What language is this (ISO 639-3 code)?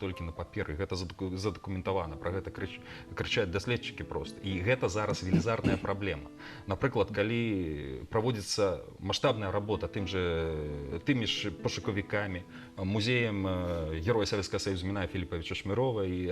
bel